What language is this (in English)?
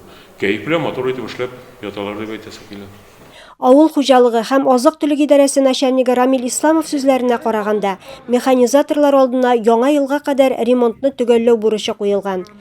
Tatar